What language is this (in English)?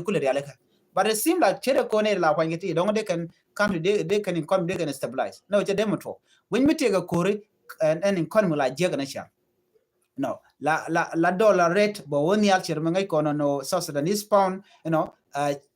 Nuer